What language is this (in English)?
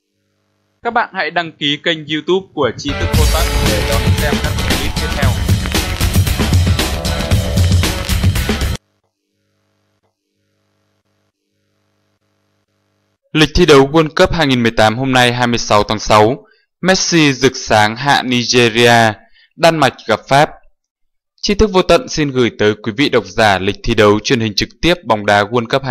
Vietnamese